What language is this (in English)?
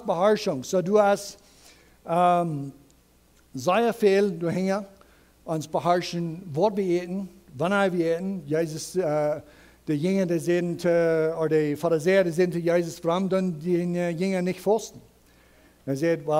Plautdietsch